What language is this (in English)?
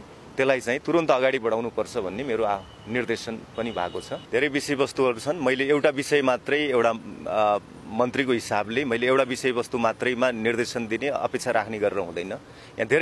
Nepali